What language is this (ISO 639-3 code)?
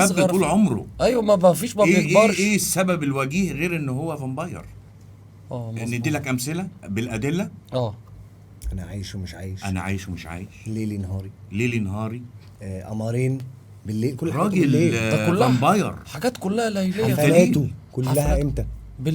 arz